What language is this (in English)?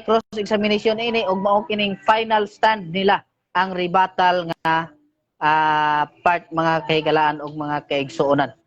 Cebuano